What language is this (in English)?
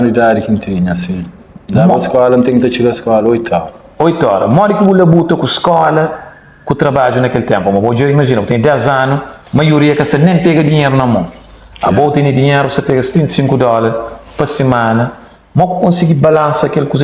Kabuverdianu